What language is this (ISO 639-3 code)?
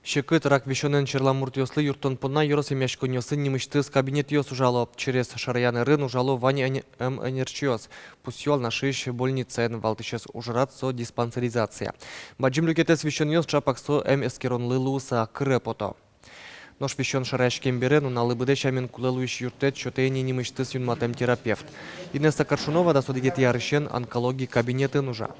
udm